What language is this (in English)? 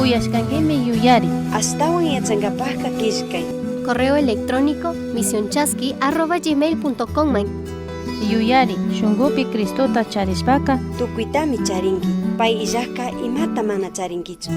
Chimborazo Highland Quichua